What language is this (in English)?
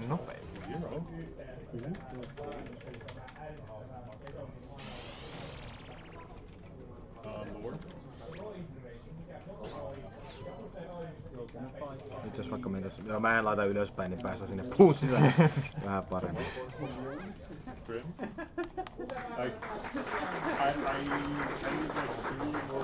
Finnish